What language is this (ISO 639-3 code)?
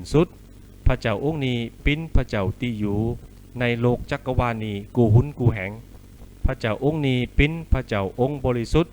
khb